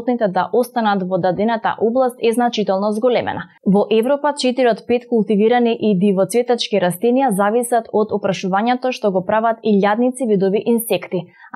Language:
Macedonian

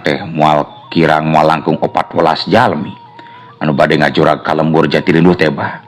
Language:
Sundanese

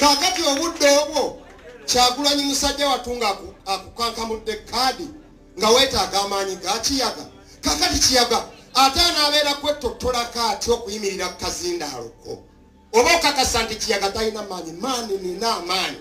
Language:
Ganda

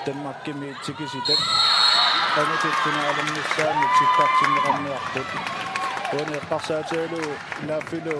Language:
Kalaallisut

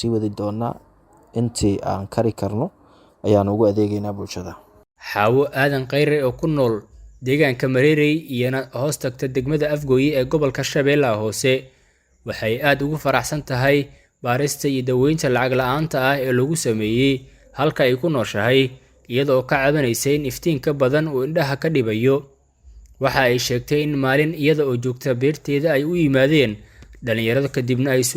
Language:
Somali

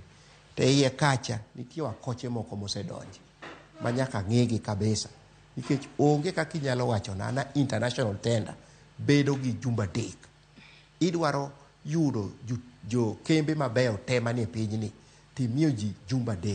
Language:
Luo (Kenya and Tanzania)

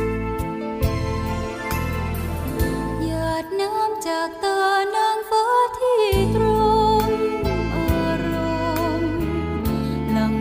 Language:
Thai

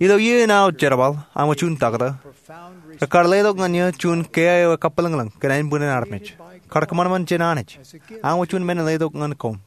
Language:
Marshallese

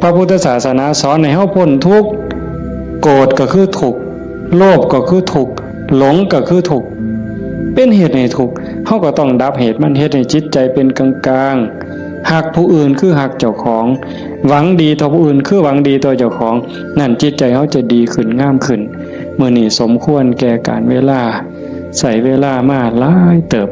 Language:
Northeastern Thai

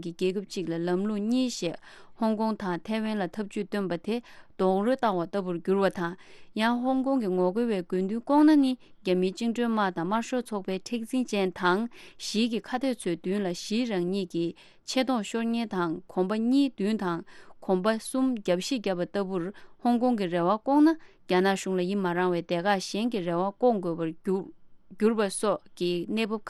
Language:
Tibetan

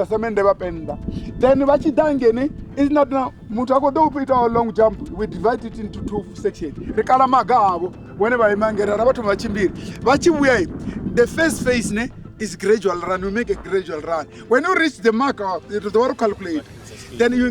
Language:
Venda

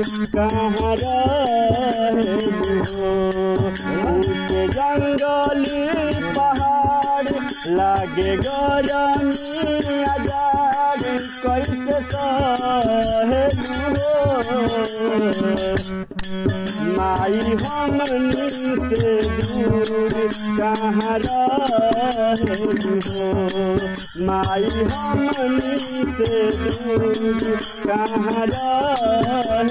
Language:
Bhojpuri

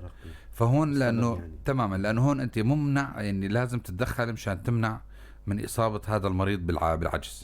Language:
North Levantine Arabic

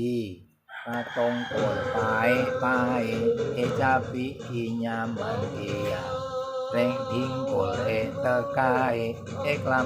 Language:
Madurese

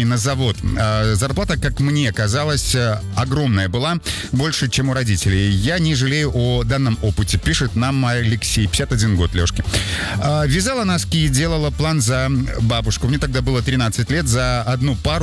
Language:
Russian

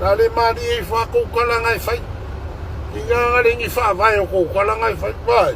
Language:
Samoan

